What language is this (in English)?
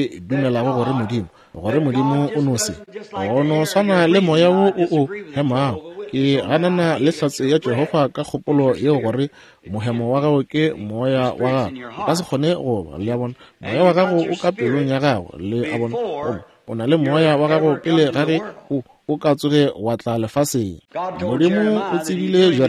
Northern Sotho